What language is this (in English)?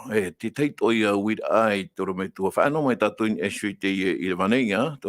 Tahitian